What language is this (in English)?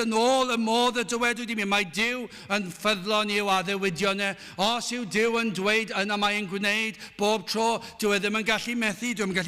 Welsh